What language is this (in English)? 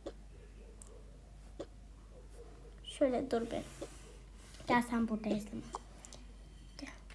Turkish